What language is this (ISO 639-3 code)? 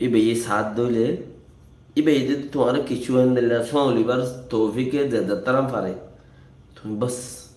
rhg